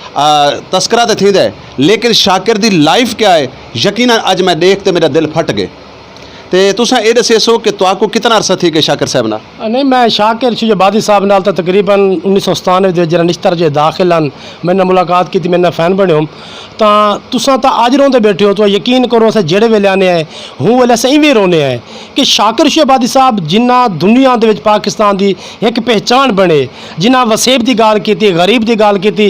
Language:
Saraiki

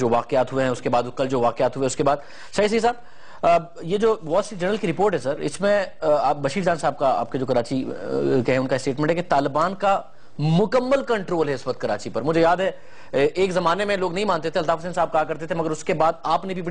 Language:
Urdu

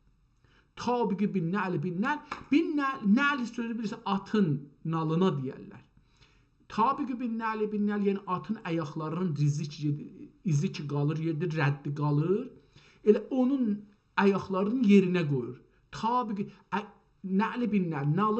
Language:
South Azerbaijani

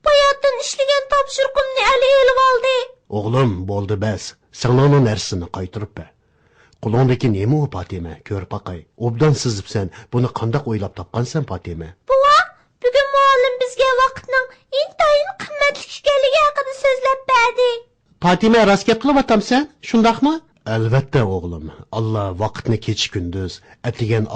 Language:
Uyghur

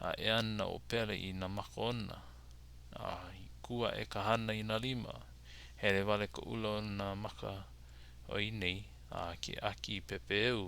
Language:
Hawaiian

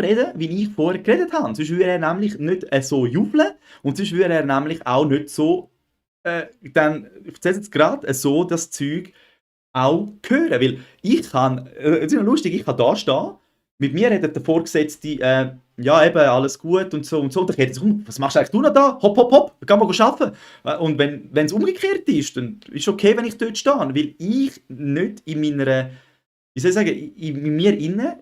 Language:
Swiss German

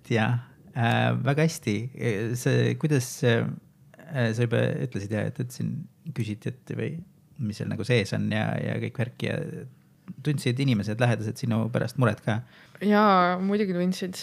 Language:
Estonian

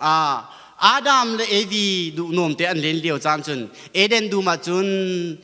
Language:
Hakha Chin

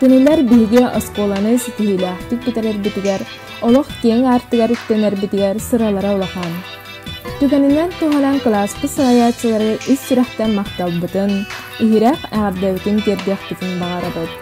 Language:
Yakut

